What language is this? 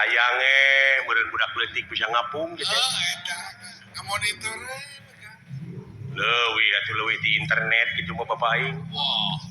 Sundanese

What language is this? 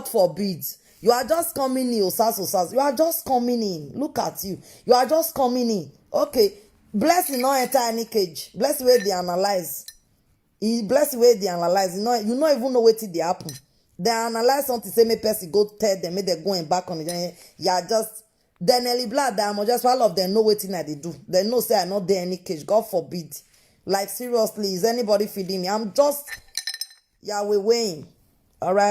Nigerian Pidgin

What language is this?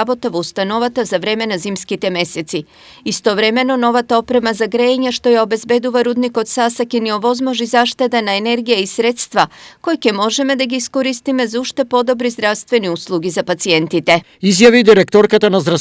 Macedonian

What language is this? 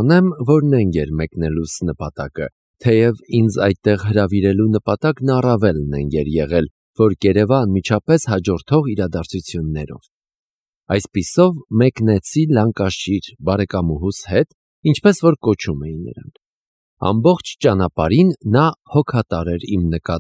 Armenian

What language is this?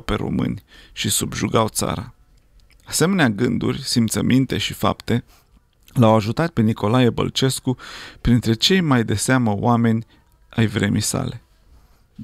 Romanian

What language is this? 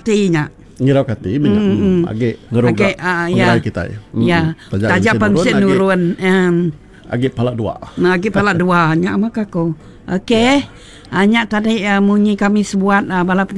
Iban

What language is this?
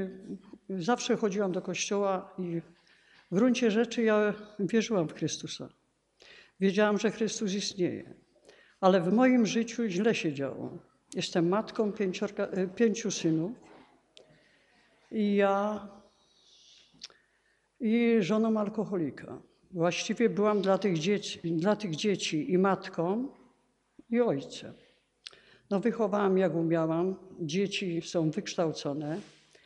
Polish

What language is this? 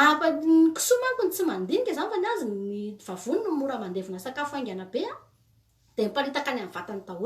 Malagasy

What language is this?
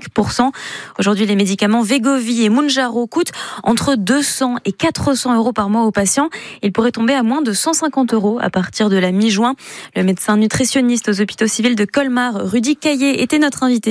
French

